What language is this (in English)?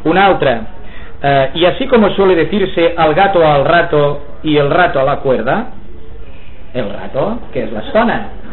Catalan